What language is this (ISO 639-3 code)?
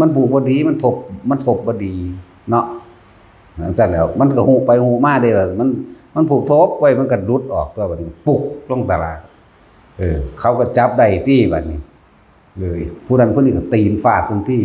tts